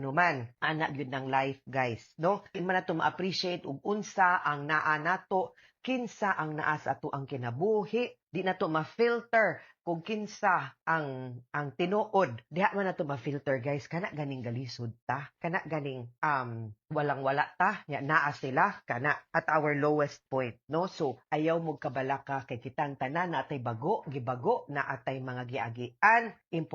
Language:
Cebuano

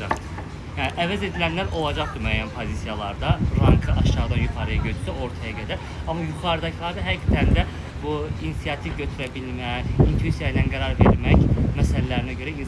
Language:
Azerbaijani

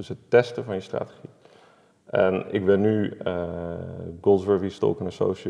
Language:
Dutch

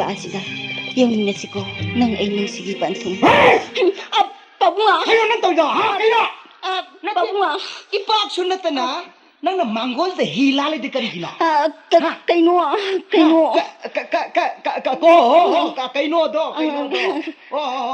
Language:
Manipuri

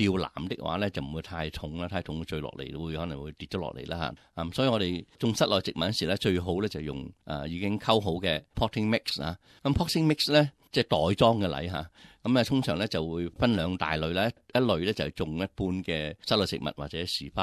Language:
Cantonese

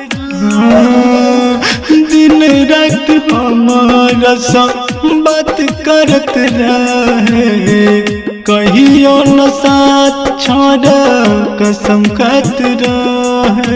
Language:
Bhojpuri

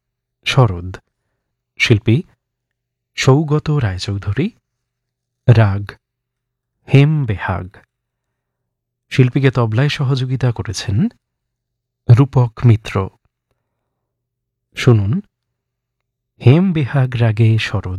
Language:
Bangla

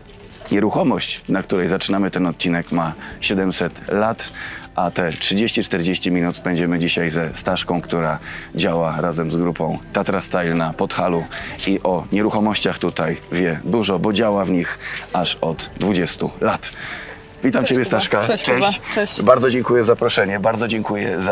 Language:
Polish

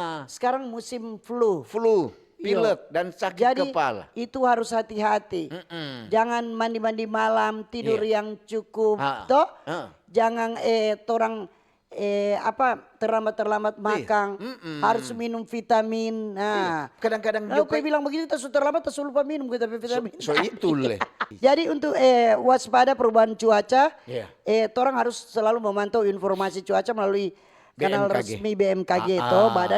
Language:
Manado Malay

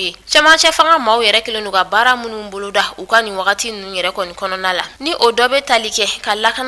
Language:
Bambara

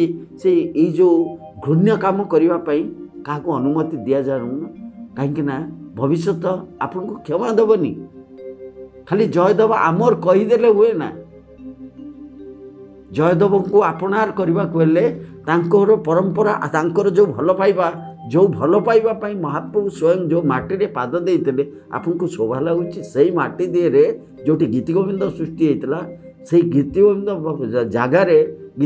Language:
Odia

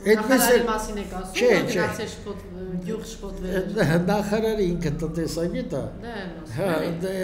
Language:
Armenian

